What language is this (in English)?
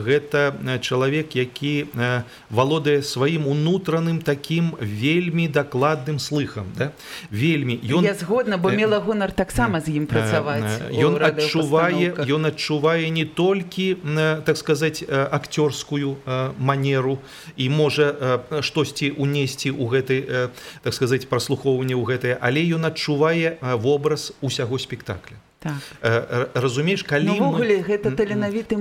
Belarusian